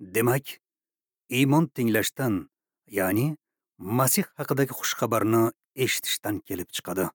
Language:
Uzbek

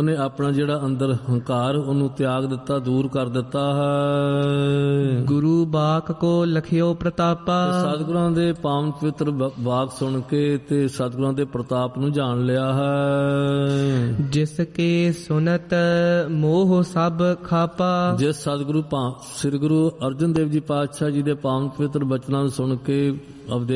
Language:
Punjabi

